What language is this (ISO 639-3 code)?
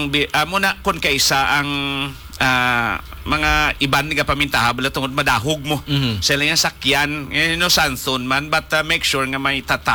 hil